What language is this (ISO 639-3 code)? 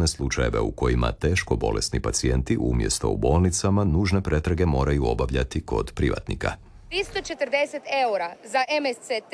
hrv